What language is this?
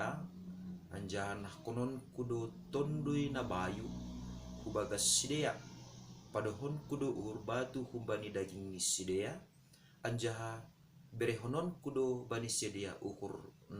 Batak Simalungun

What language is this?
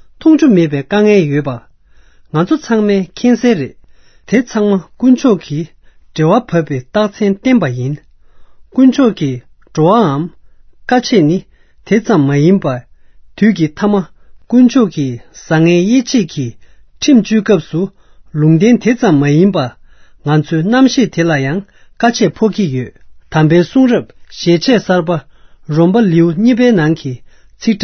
Tibetan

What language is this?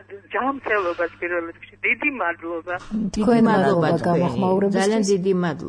Georgian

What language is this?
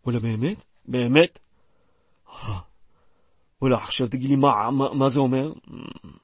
Hebrew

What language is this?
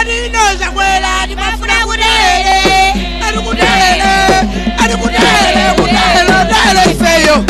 Nyanja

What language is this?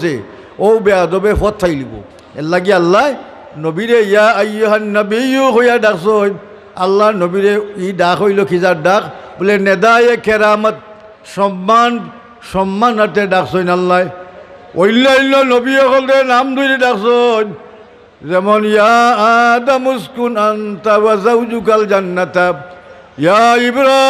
Sylheti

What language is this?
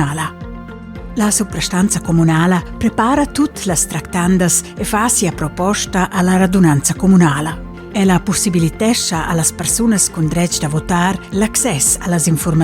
Romansh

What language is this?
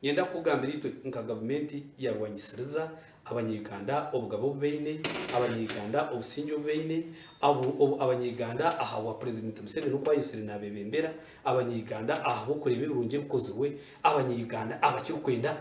Nyankole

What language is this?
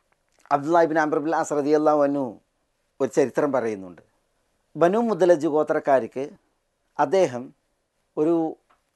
Malayalam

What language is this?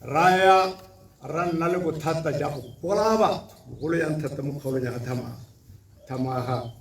Tswana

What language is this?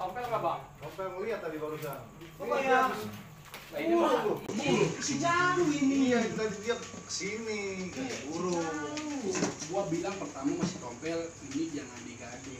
Betawi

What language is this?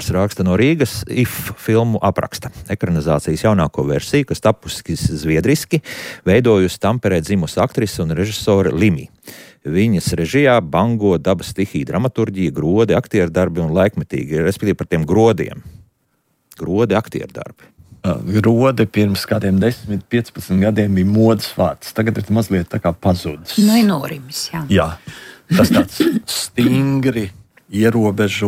Latvian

